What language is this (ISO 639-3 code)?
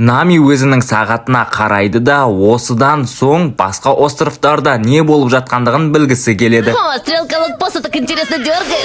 kaz